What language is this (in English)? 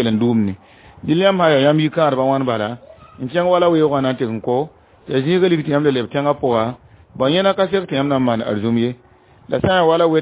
Mossi